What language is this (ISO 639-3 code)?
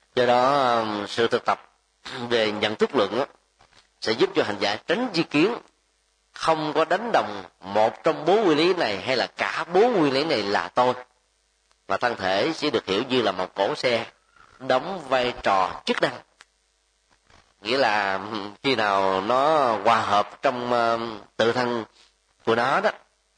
vie